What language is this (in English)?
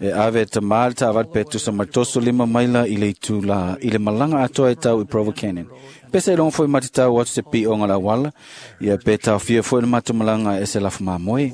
Samoan